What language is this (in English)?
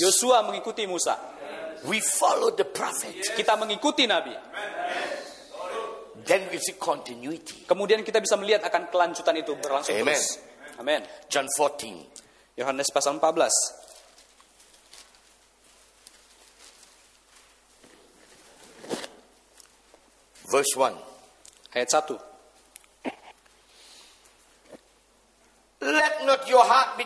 Indonesian